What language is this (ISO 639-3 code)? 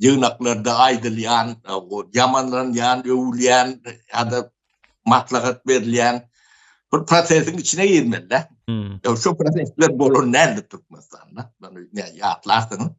tuk